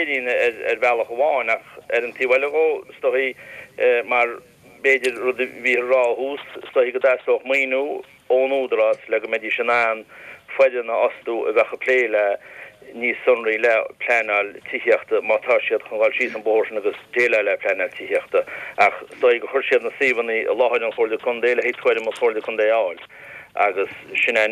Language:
Irish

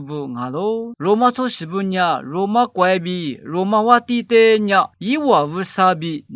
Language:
Lisu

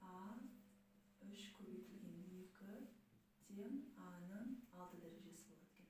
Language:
Kazakh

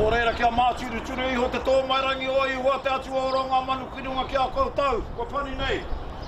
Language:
Māori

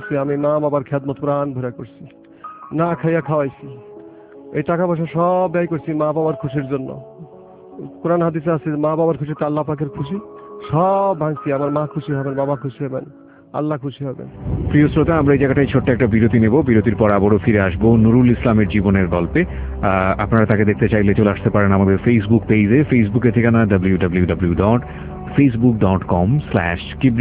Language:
Bangla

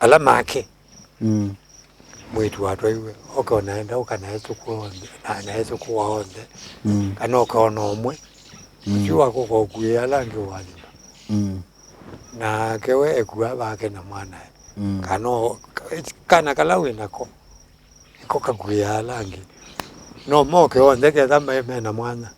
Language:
Kamba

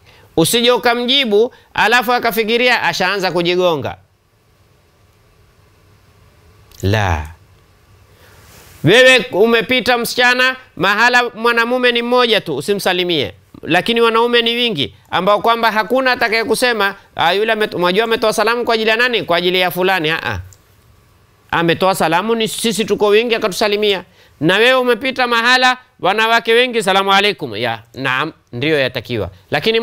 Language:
Swahili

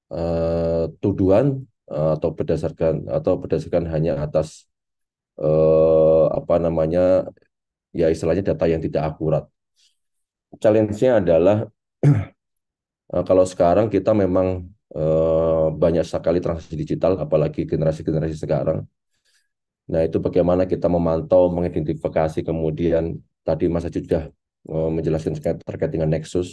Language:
Indonesian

